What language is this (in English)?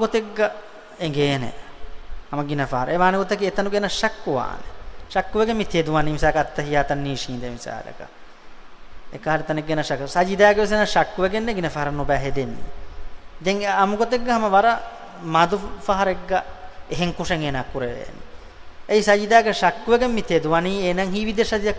Divehi